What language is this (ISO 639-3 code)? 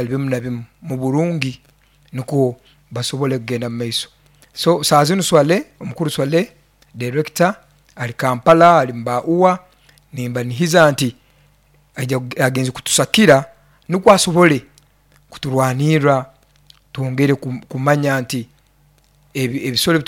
nyo